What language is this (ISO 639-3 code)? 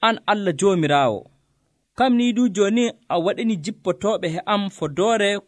fuv